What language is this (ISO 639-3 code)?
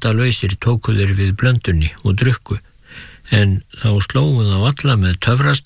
isl